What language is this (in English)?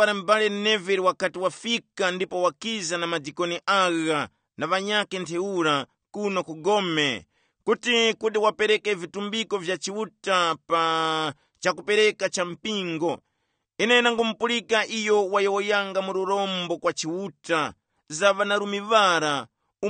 Tumbuka